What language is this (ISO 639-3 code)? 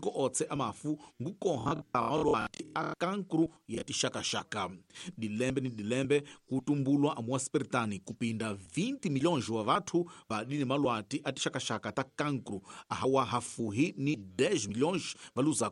tso